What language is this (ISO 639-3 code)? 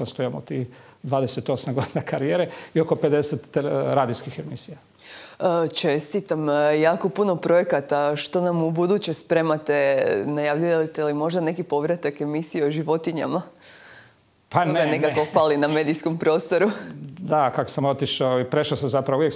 hrv